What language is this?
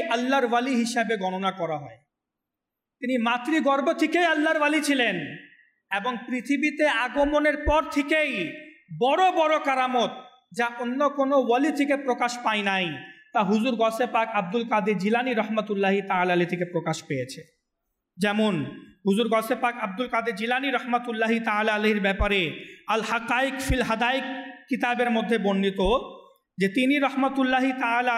Bangla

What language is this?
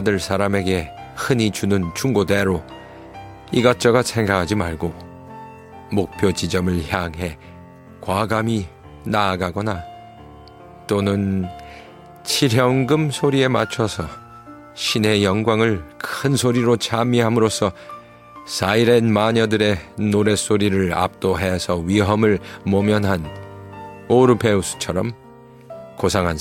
Korean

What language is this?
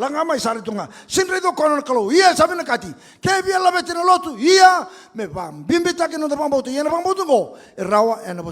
Fijian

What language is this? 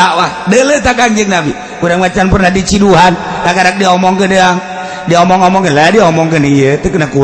Sundanese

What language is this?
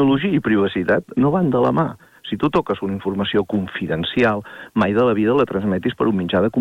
Catalan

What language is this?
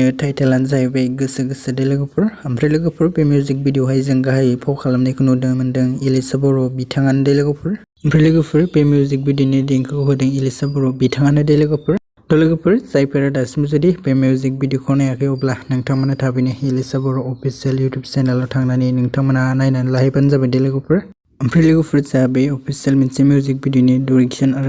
Bodo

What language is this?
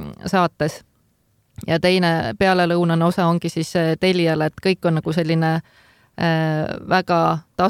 Estonian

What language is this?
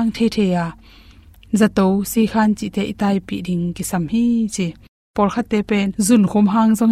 Tedim Chin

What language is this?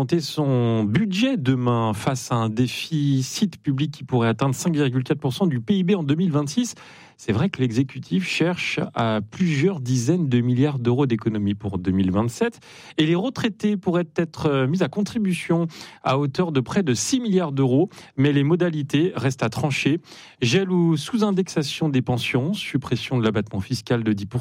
French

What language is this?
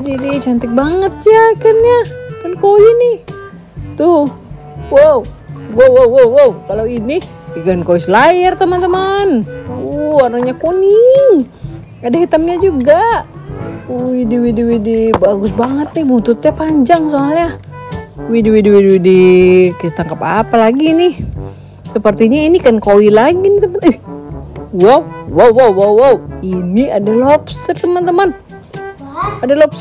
Indonesian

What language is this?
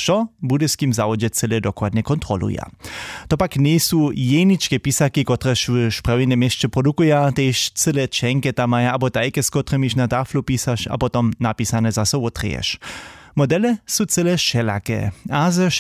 Upper Sorbian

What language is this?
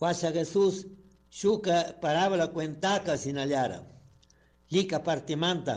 Chimborazo Highland Quichua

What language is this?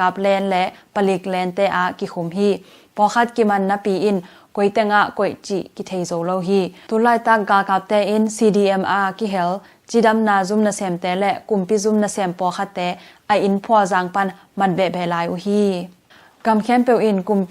Tedim Chin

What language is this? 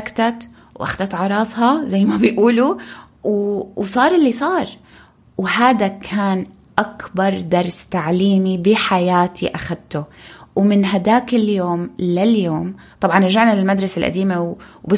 North Levantine Arabic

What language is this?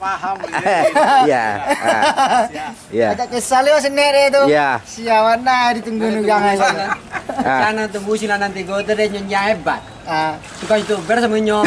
Minangkabau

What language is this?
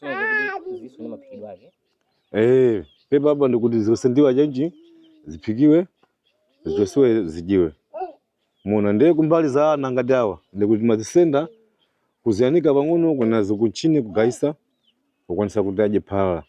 Nyanja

